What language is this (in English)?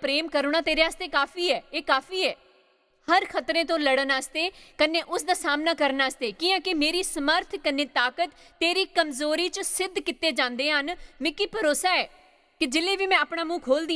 Dogri